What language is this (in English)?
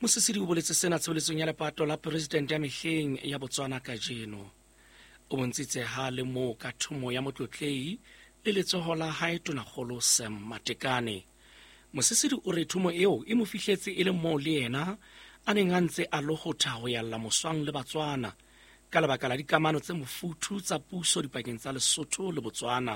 Southern Sotho